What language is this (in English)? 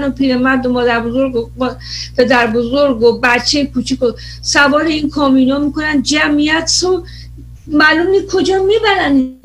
Persian